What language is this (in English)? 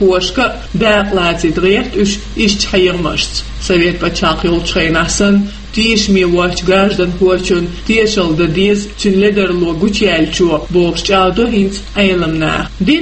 Chechen